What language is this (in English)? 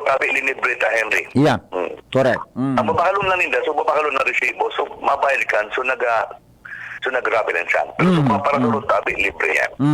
Bikol